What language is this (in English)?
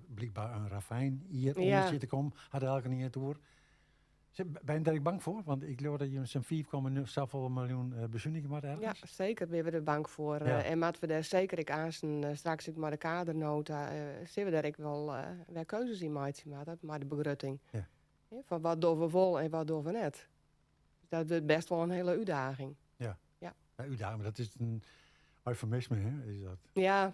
Western Frisian